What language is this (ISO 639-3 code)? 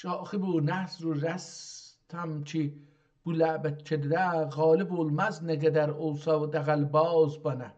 azb